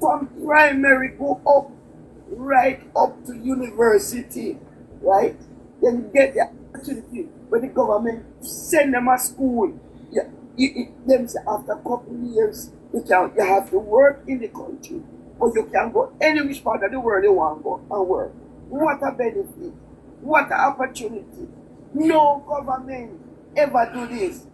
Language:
Jamaican Creole English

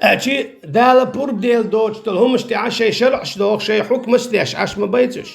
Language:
Chechen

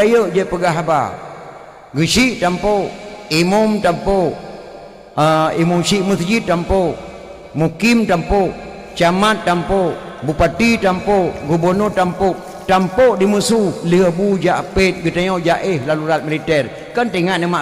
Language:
Achinese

